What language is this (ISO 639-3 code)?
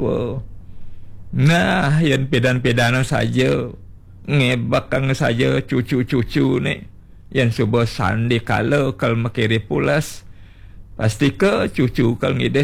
ban